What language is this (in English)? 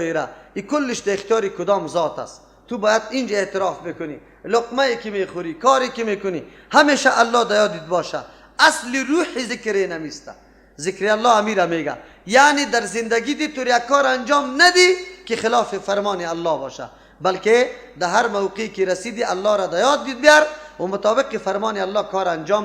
Persian